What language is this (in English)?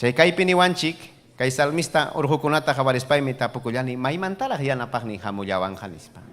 Ayacucho Quechua